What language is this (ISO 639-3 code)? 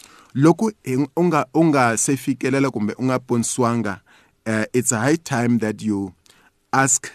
tso